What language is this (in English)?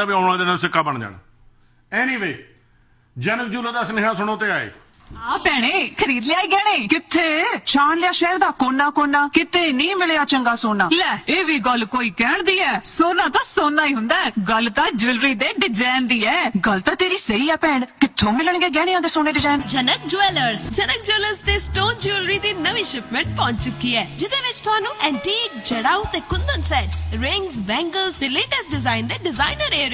Punjabi